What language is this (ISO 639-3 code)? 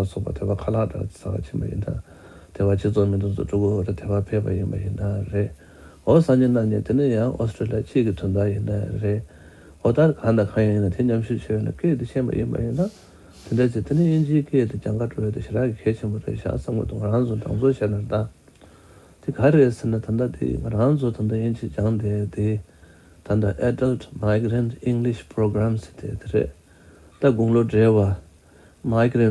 bod